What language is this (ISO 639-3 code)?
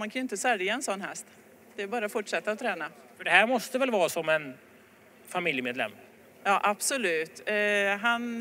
swe